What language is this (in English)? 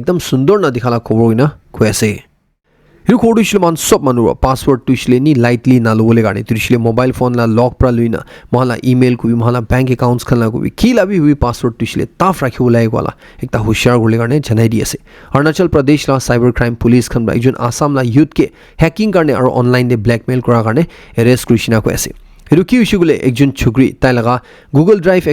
Naga Pidgin